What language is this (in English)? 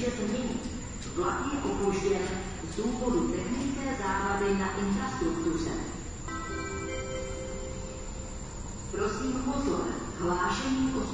Czech